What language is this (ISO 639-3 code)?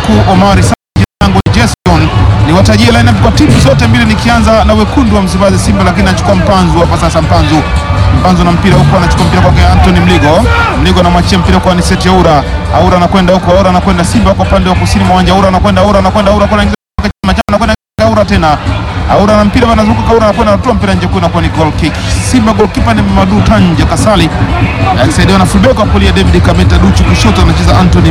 swa